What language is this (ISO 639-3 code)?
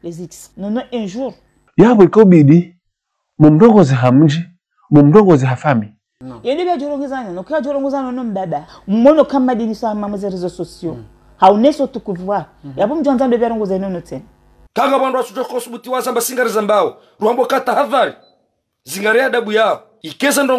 zdj